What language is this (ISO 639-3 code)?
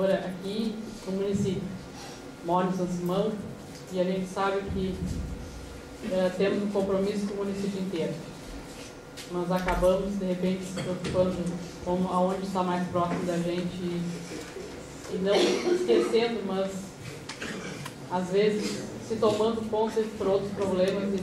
por